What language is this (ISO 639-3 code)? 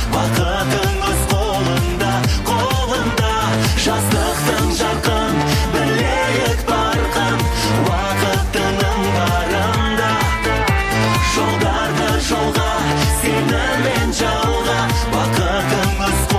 kaz